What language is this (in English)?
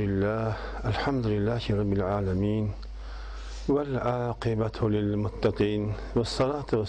Kazakh